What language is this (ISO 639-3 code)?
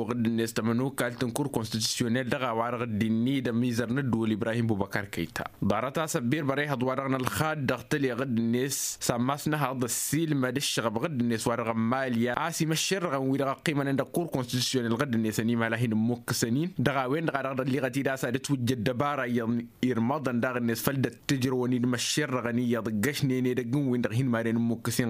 taq